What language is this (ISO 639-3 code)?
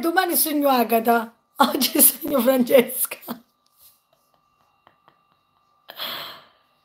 ita